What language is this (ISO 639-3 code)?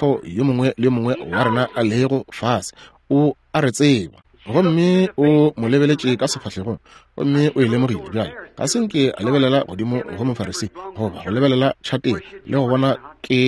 nso